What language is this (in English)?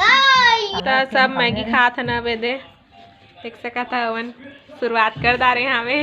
Chhattisgarhi